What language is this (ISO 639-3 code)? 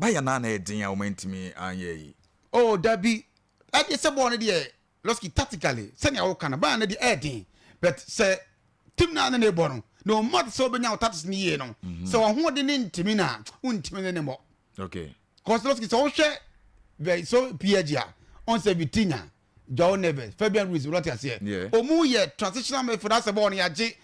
aka